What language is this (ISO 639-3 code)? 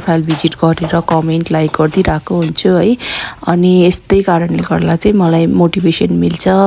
nep